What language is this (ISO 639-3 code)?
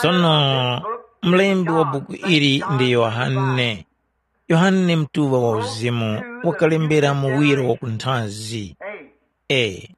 tum